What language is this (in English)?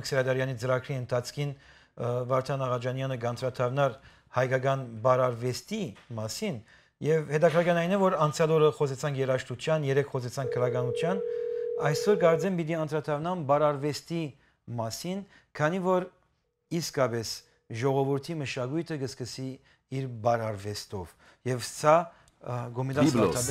Western Armenian